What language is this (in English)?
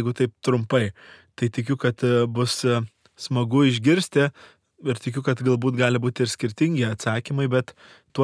Lithuanian